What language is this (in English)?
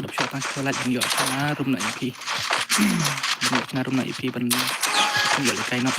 Khasi